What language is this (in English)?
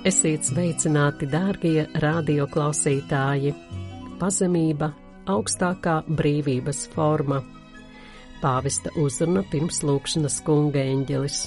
Latvian